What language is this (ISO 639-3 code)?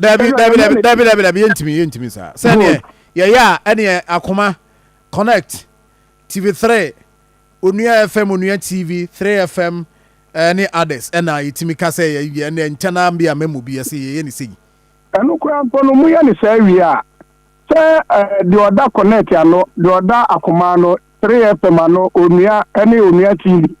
aka